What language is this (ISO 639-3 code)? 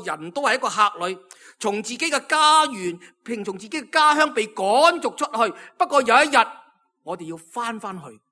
yue